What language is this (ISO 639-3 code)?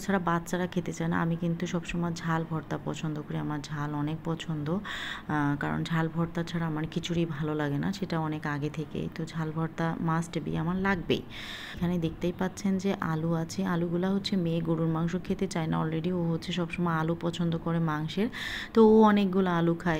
ben